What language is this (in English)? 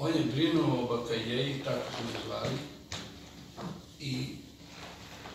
Serbian